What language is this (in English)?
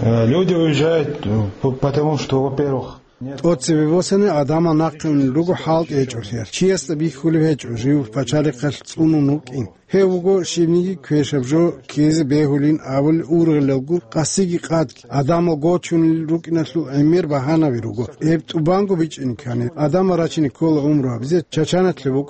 Avaric